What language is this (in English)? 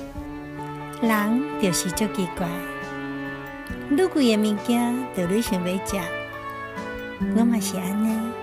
Min Nan Chinese